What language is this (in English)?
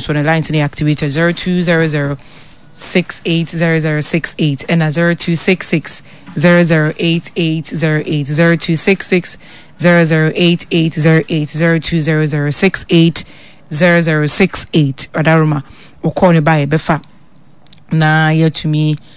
Akan